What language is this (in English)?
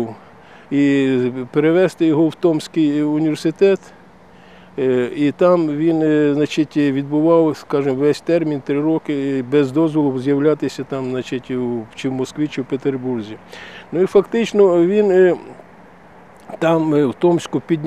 Ukrainian